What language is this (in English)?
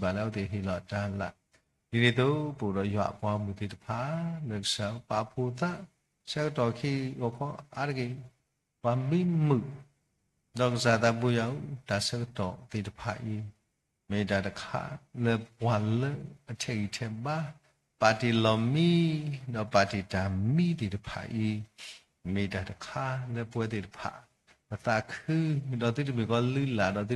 S'gaw Karen